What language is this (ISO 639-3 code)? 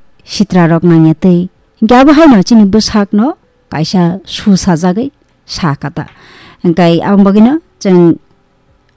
trp